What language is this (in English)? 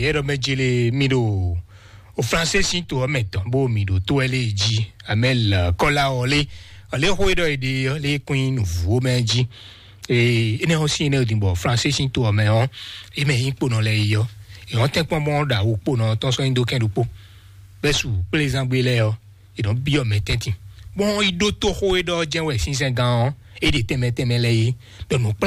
Fon